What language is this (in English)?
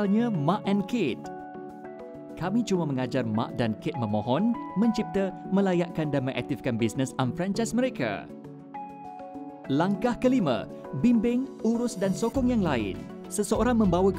Malay